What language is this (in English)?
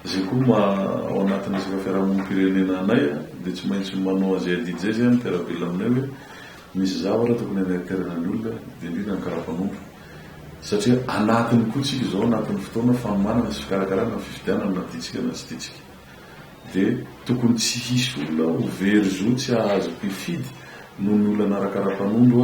Malagasy